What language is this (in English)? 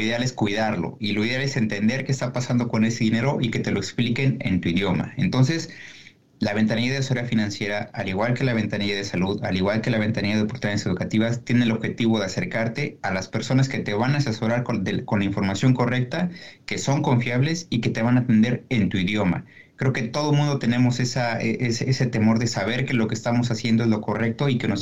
Spanish